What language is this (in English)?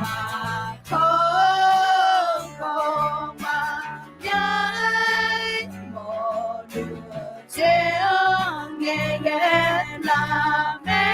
Akha